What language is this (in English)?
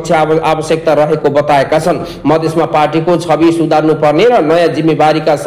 Nepali